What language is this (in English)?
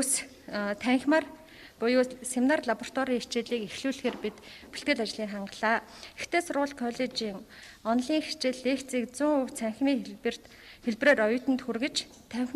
Mongolian